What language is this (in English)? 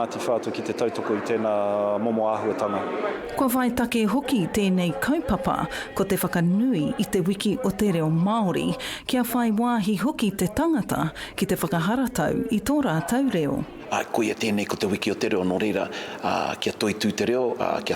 Māori